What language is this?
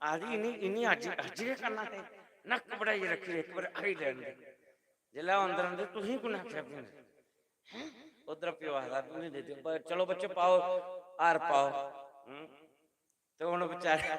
Dogri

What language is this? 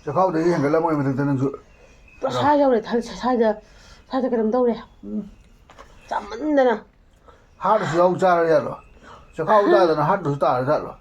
Manipuri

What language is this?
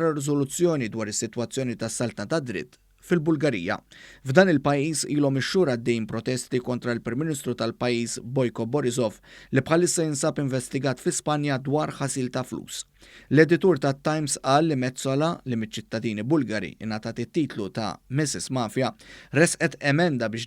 Maltese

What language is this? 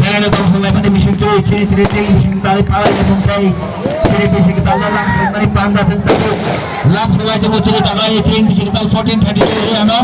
Kok Borok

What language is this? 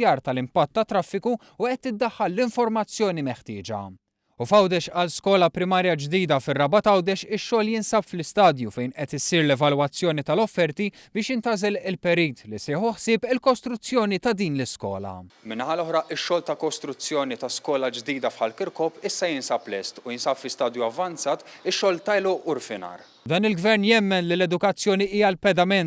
Maltese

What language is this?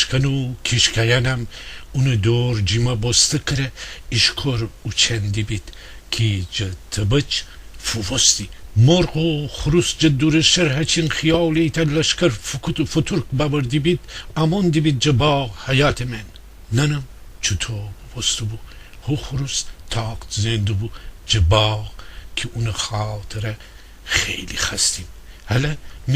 Gilaki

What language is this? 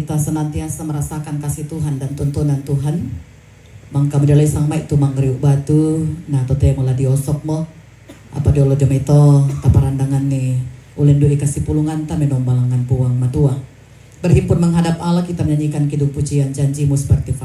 Toraja-Sa'dan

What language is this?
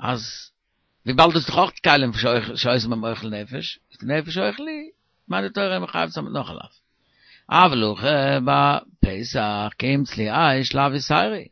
Yiddish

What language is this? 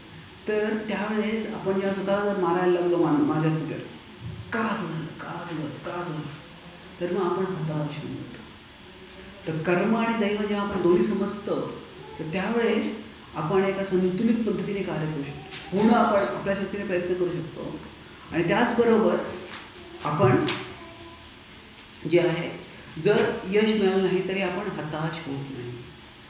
Marathi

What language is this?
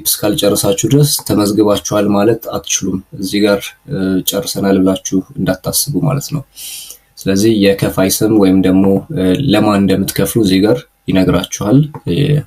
Amharic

